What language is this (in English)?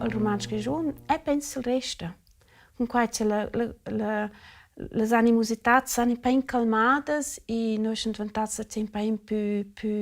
Romansh